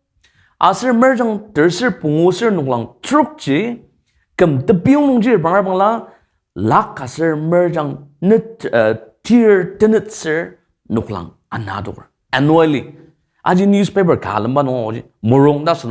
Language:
Ao Naga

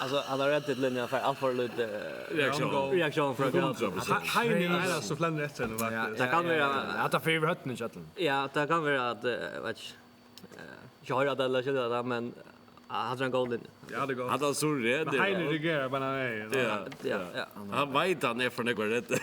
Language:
Faroese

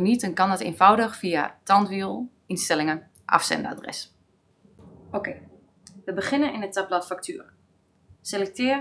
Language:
Dutch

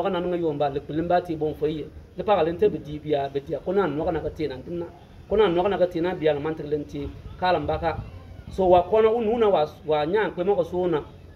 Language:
Bimoba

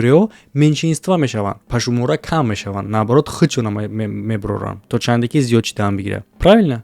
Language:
Tajik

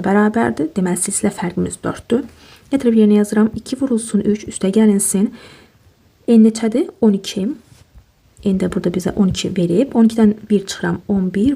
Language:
Azerbaijani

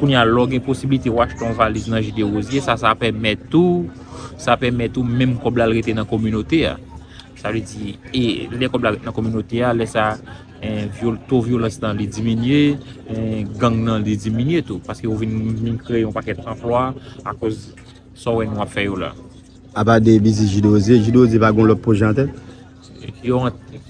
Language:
Haitian Creole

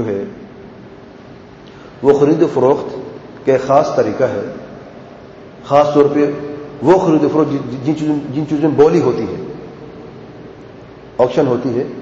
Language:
Urdu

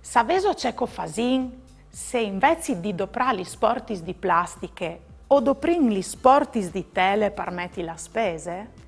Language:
Friulian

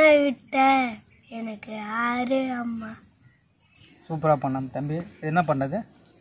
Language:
Tamil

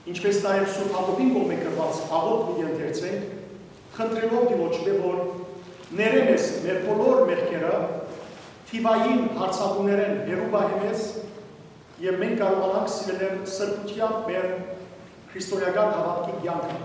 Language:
Western Armenian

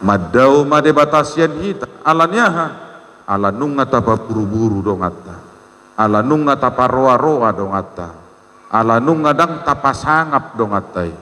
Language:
Batak Toba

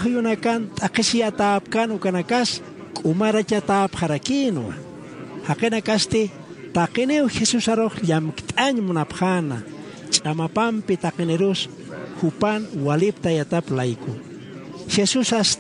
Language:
Aymara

